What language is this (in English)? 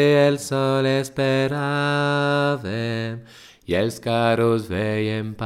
Catalan